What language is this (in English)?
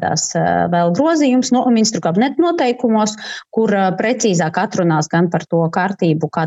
Latvian